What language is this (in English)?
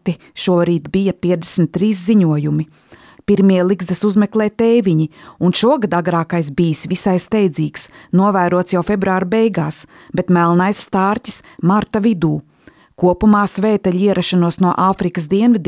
Latvian